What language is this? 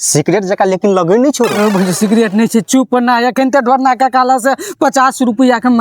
Maithili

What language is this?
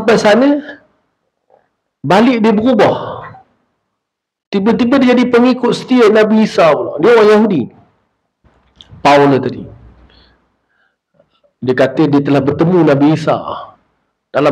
Malay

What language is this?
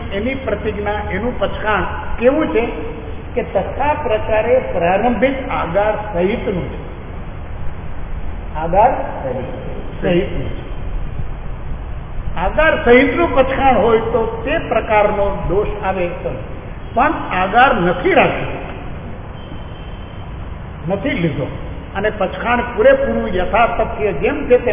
Gujarati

